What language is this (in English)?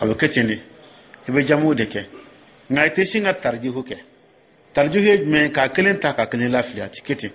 Dyula